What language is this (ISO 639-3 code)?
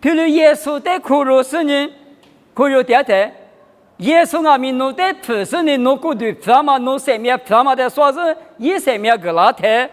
lis